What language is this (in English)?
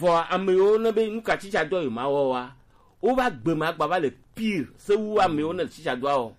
Gen